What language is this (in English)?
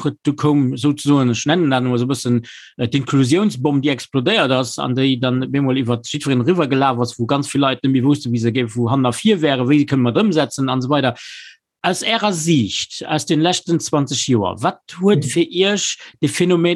Luxembourgish